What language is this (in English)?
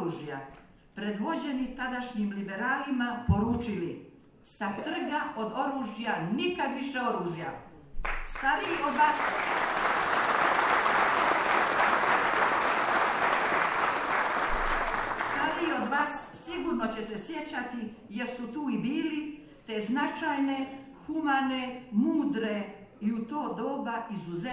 Croatian